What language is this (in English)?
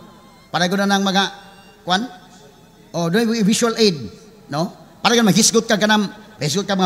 Cebuano